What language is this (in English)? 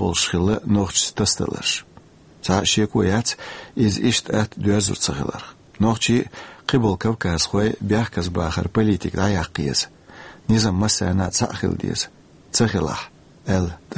Chechen